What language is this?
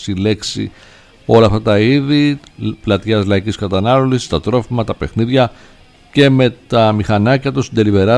Greek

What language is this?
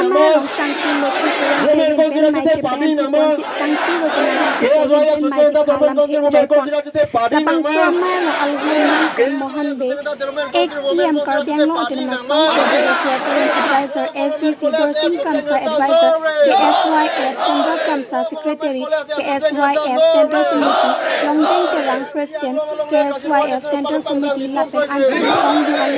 Karbi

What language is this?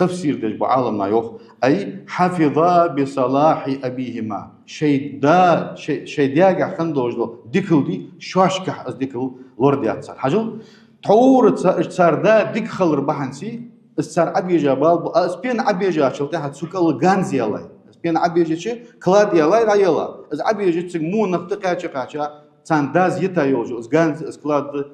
Ingush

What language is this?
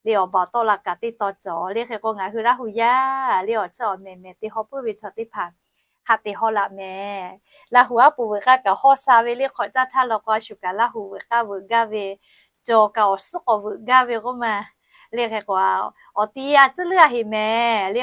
Lahu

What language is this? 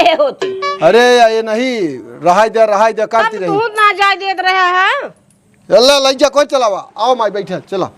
Awadhi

